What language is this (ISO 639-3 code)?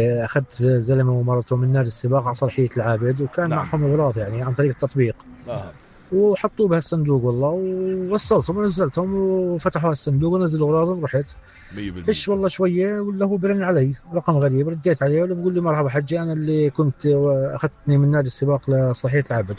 apc